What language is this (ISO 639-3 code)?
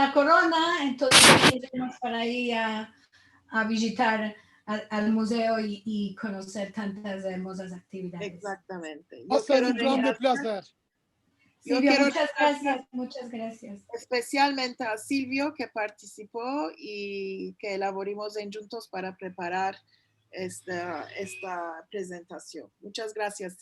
lad